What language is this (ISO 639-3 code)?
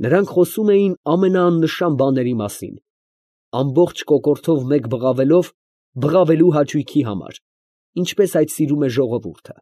hye